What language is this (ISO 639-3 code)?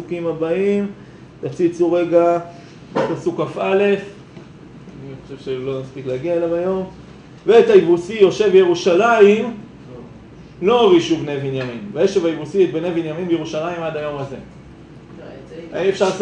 heb